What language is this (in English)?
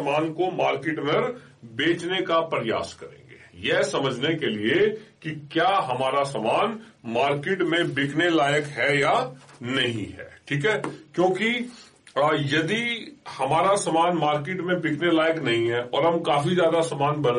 Hindi